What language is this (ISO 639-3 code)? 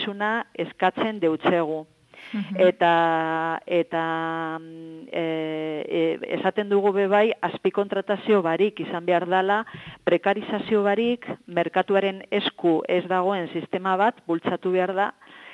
eus